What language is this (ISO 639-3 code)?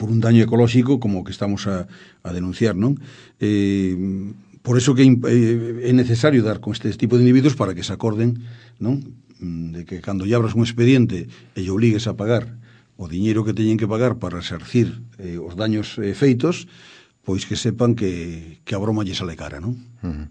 glg